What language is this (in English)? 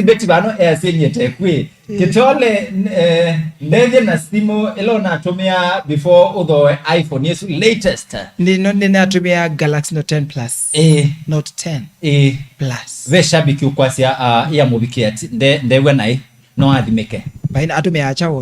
Kamba